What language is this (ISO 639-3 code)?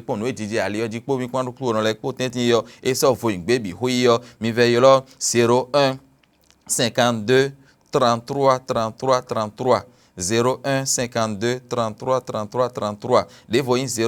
fon